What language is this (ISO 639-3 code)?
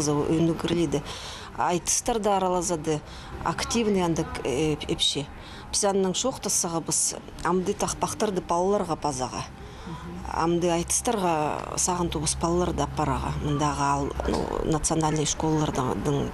kjh